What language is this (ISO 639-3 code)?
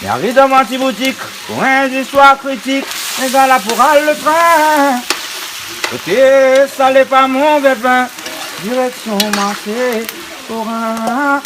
rcf